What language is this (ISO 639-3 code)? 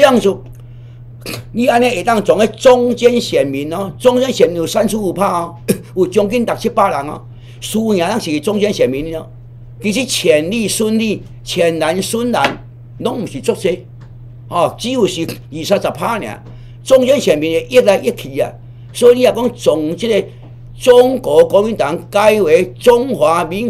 nan